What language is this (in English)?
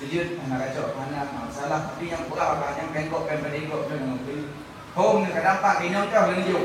Achinese